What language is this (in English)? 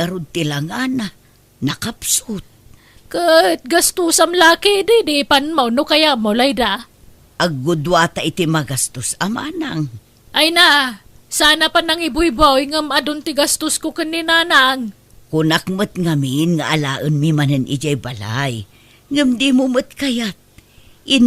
Iloko